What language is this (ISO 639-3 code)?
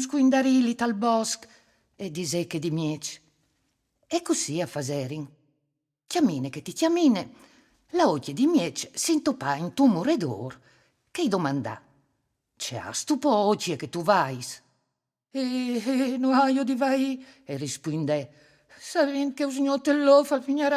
fur